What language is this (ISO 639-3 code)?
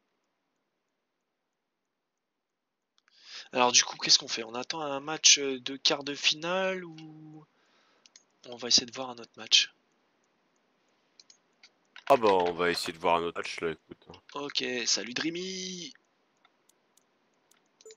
fra